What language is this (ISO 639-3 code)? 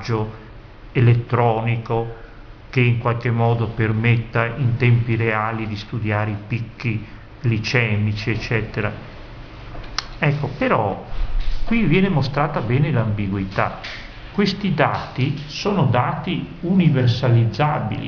ita